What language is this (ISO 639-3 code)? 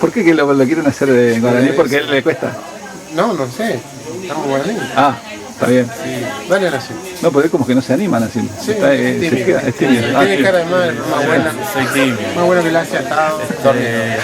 grn